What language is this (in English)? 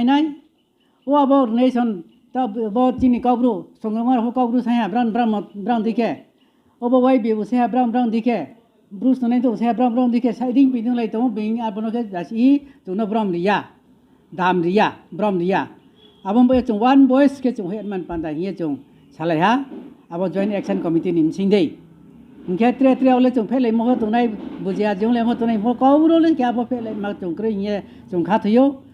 Riang (India)